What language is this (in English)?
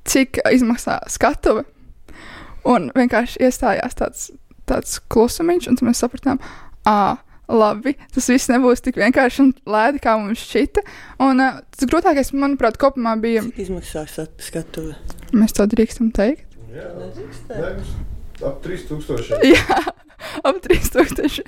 Latvian